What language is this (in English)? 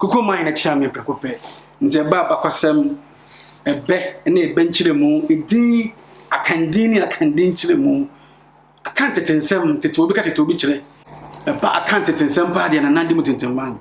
Akan